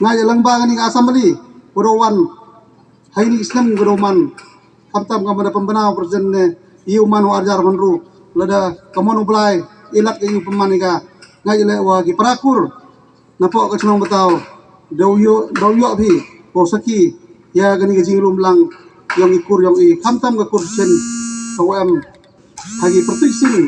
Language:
Khasi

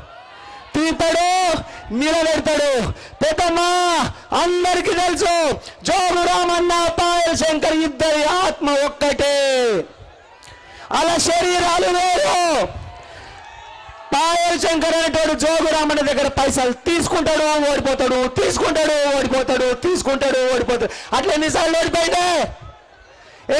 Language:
Telugu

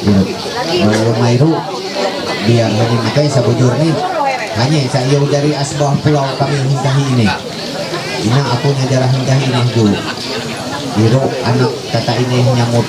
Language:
Ma'anyan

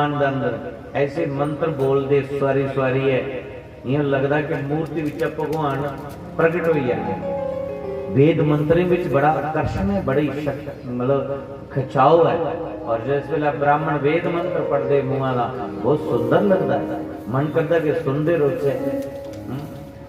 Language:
Dogri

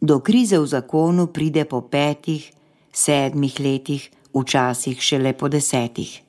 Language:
Slovenian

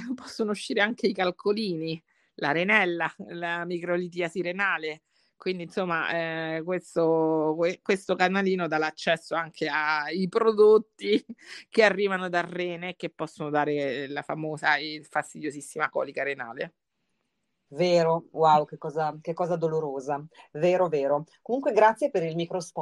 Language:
Italian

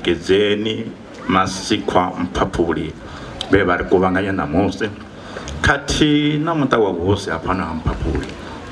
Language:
Venda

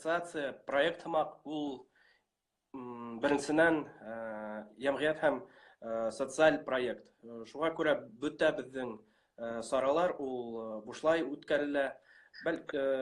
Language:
Bashkir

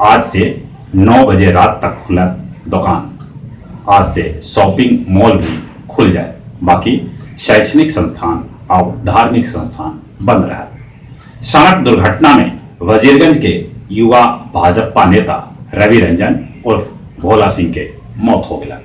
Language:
Magahi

